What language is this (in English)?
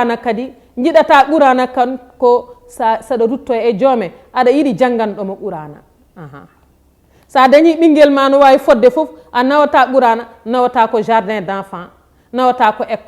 Fula